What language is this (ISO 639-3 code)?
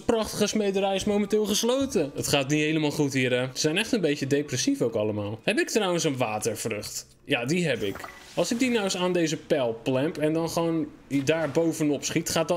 nld